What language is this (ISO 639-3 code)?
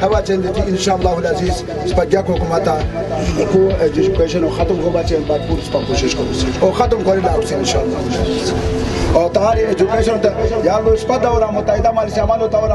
urd